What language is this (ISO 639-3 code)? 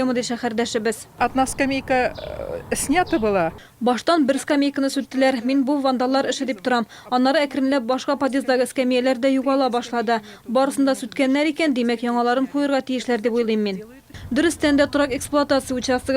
tat